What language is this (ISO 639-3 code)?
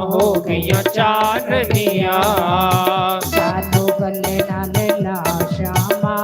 doi